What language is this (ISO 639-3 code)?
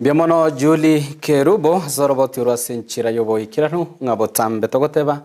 guz